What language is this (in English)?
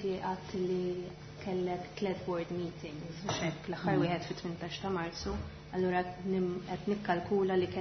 Maltese